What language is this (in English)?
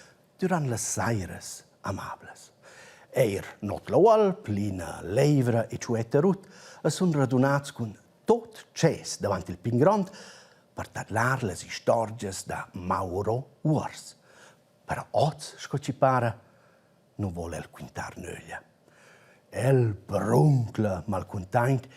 Romansh